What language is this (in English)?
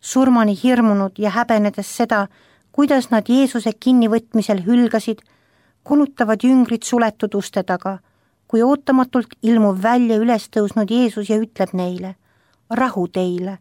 Estonian